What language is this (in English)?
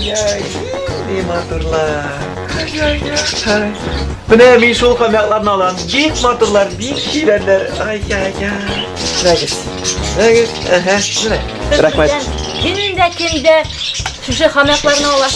Tatar